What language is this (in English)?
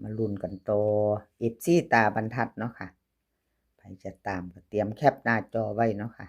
Northeastern Thai